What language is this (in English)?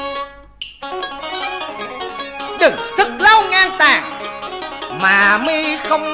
Vietnamese